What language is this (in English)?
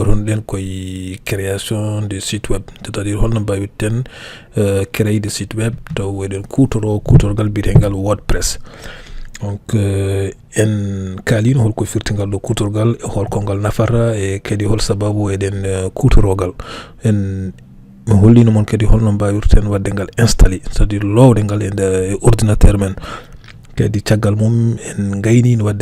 Fula